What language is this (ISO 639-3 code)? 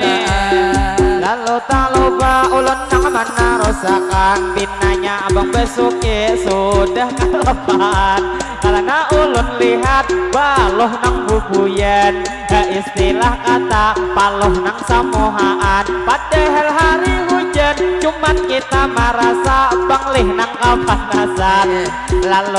bjn